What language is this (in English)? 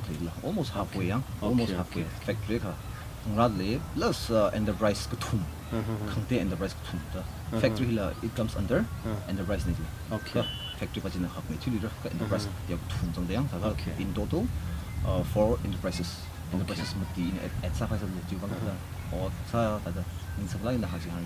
Tangkhul Naga (India)